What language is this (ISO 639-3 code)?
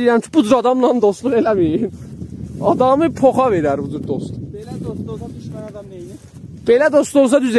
azb